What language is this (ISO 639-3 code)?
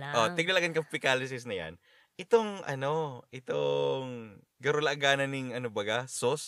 bik